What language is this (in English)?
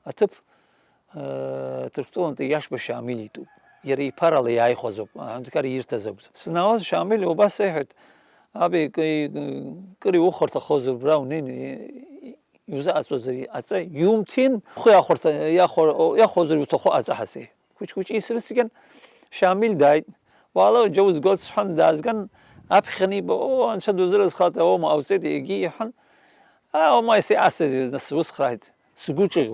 Abkhazian